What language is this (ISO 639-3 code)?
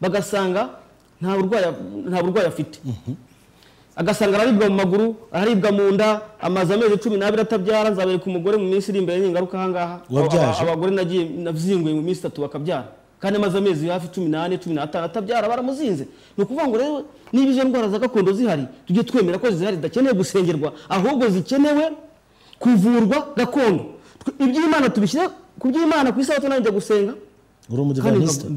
kin